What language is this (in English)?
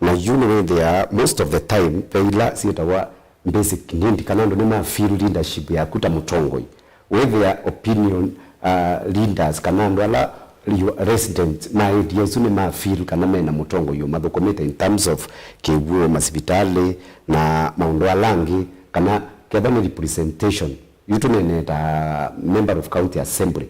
Kamba